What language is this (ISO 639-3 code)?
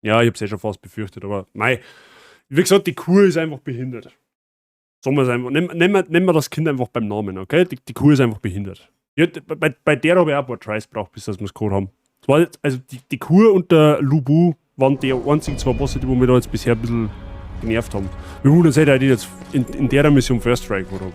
bar